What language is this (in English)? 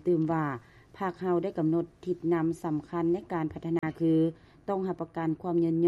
Lao